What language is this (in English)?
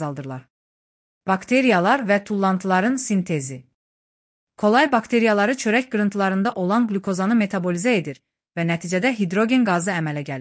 Azerbaijani